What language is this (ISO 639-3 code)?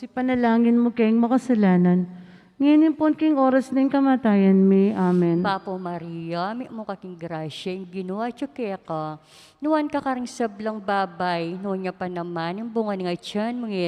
pam